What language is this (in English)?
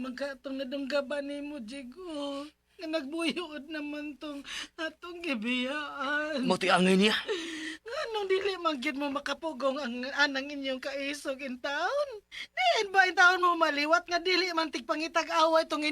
Cebuano